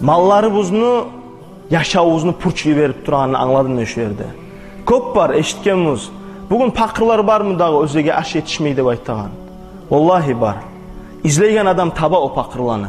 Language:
Kumyk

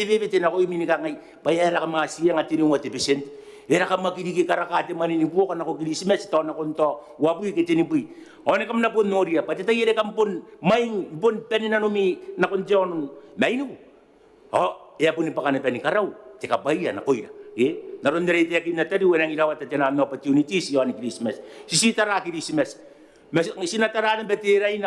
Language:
Gilbertese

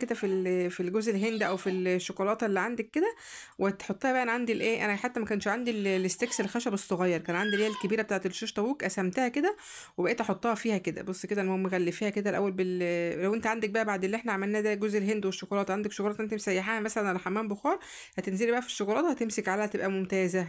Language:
Egyptian Arabic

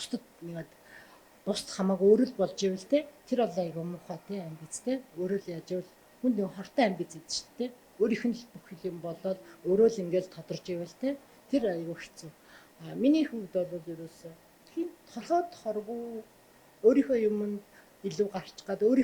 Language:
Mongolian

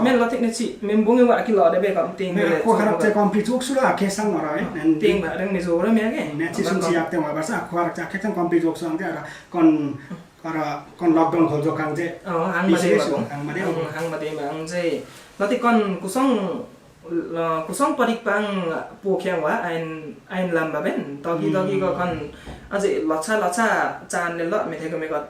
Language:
Limbu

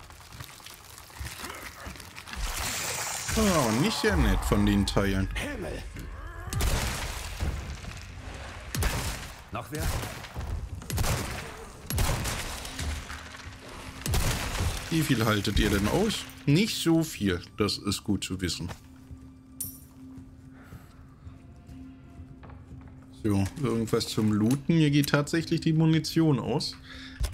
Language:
German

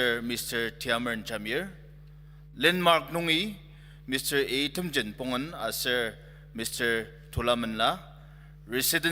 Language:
Ao Naga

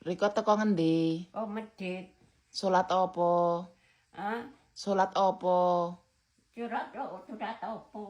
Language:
Javanese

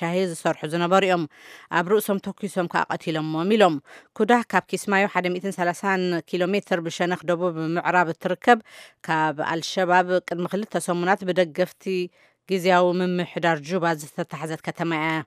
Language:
Tigrinya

